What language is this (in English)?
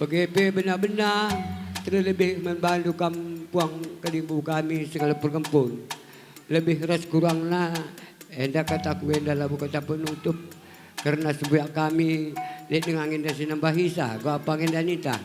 Batak Karo